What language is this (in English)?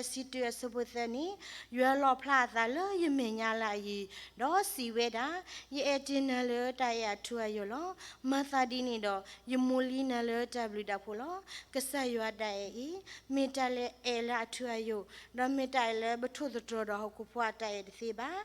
S'gaw Karen